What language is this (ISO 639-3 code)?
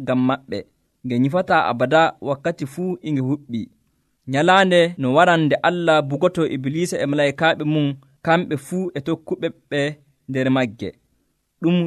fuv